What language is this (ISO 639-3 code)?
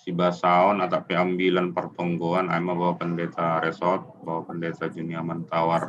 bts